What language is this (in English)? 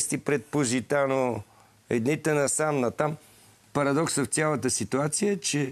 Bulgarian